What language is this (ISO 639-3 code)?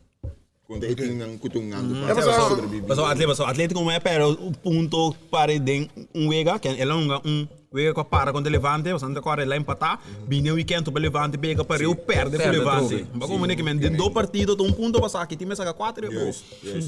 pap